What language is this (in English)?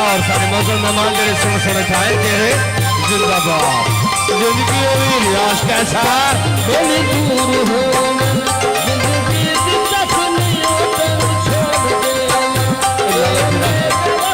Saraiki